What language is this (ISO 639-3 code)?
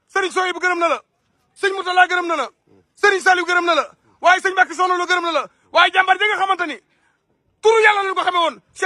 wol